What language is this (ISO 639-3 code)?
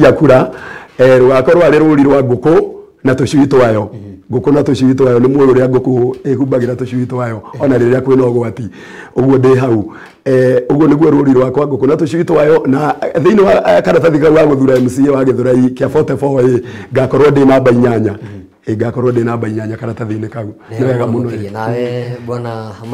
kik